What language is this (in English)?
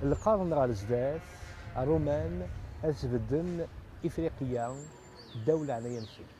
Kabyle